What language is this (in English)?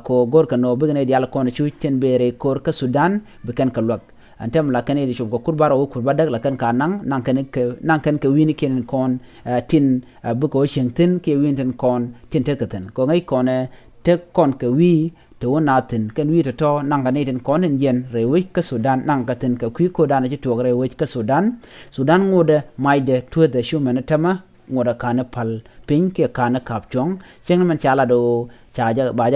Nuer